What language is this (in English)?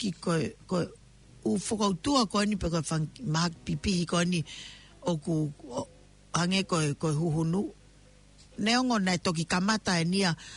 Tongan